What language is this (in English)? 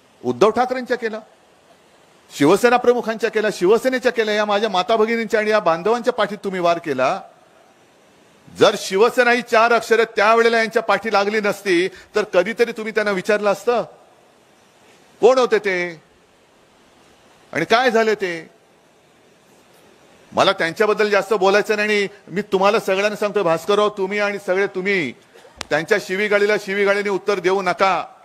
Marathi